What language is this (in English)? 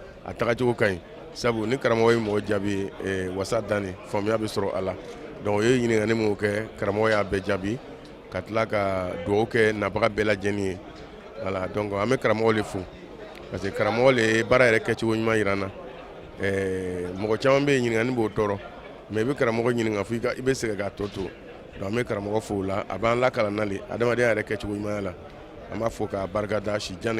Bambara